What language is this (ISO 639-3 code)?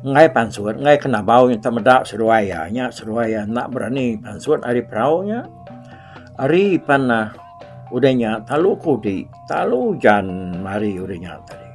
iba